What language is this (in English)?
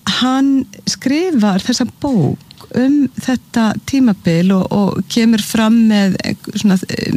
Icelandic